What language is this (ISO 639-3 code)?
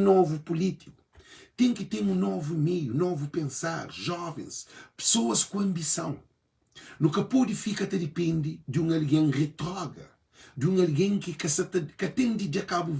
kea